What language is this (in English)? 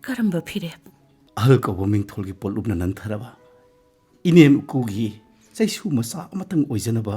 Manipuri